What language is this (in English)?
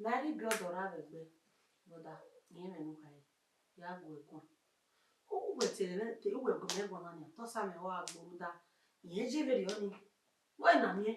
Bini